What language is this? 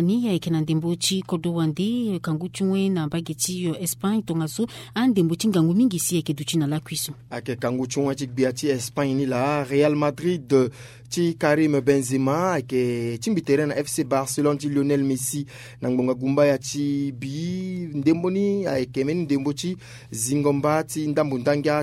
Sango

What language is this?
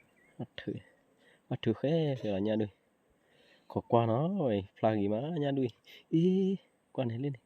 S'gaw Karen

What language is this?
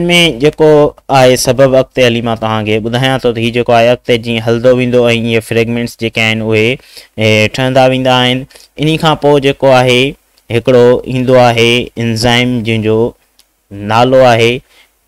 Sindhi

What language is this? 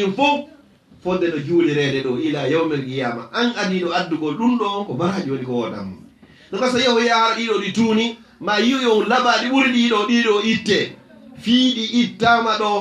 Fula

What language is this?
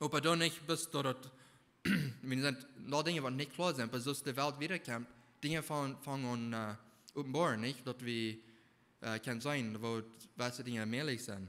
Plautdietsch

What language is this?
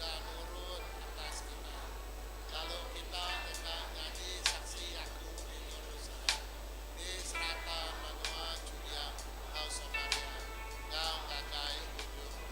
Iban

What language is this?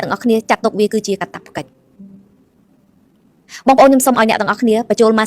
Khmer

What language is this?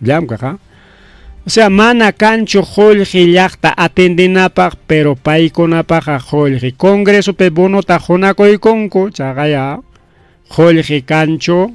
Ayacucho Quechua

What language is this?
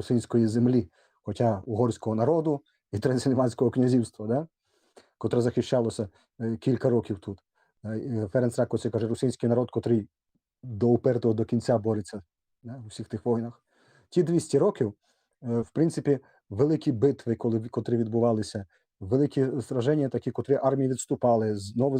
Rusyn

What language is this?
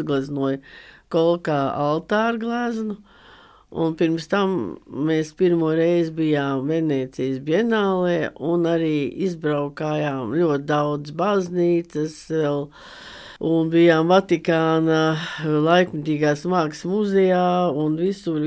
Latvian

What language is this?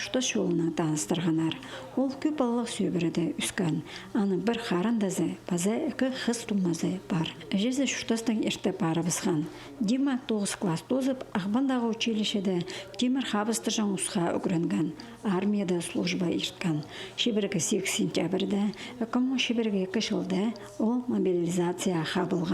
Khakas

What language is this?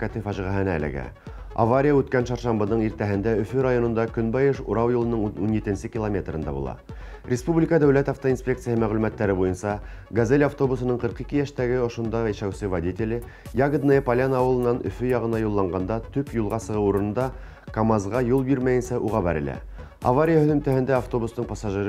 Bashkir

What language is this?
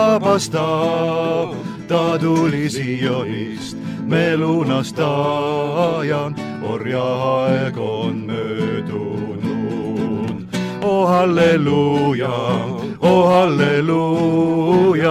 Estonian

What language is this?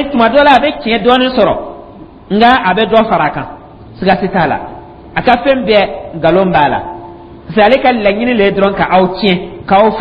Dyula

